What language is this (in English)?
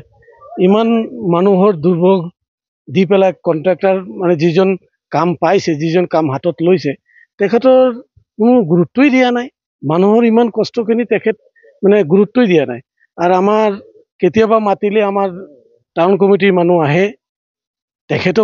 Assamese